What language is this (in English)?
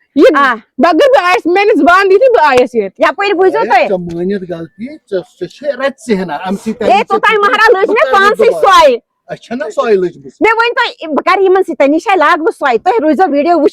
Kashmiri